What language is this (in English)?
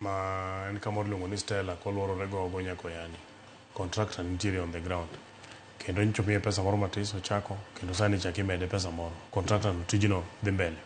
Luo (Kenya and Tanzania)